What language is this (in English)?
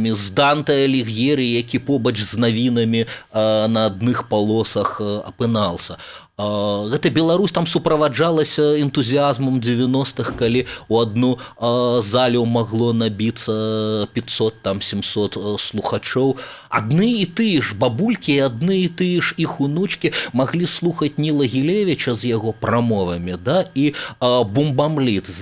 Belarusian